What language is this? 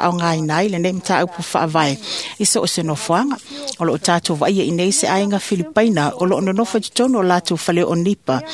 Samoan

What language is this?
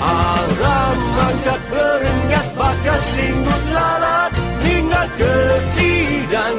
Iban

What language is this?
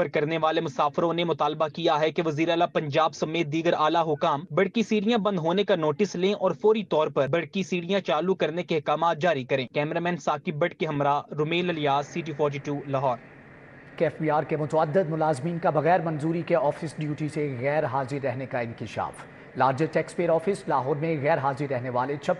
Urdu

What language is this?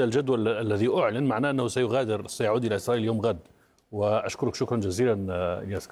Arabic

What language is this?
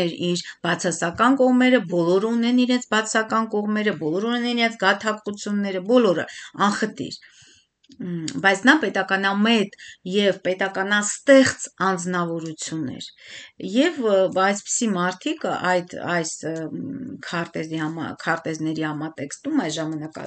Armenian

